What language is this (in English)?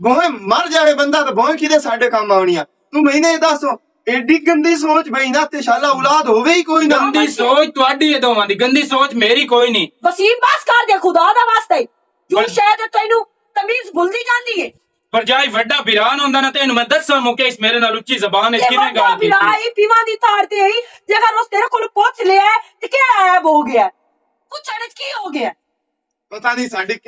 Western Panjabi